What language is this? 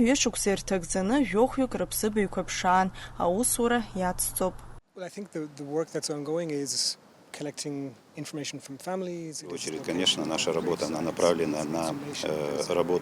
Abkhazian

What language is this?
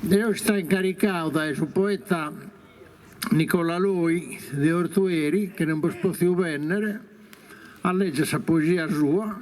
Sardinian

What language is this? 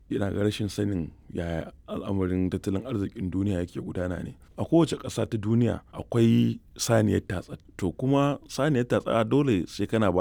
Hausa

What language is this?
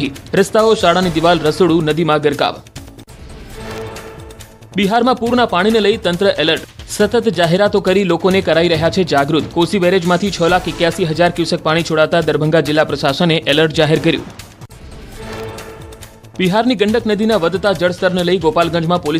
Gujarati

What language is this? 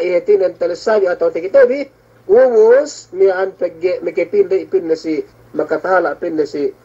Yakan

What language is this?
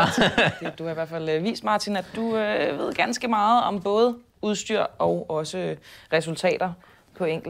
Danish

